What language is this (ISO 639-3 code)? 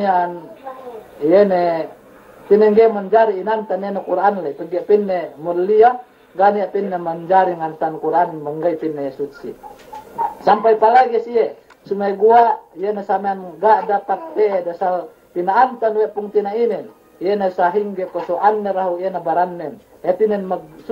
yka